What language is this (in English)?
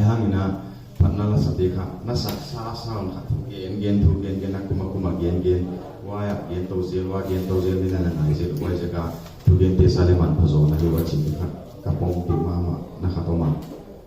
Paite Chin